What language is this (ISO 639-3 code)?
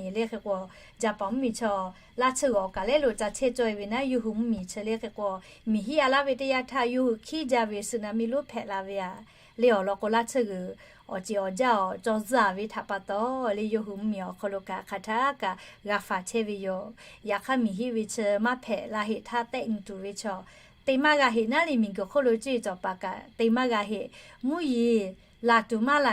lhu